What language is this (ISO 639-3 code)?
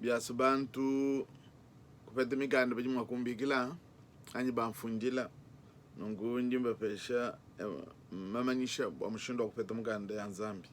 lua